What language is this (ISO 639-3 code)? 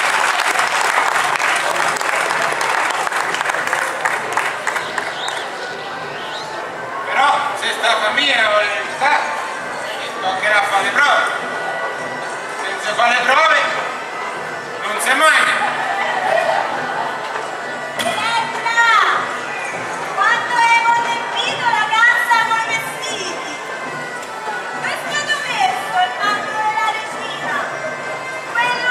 ita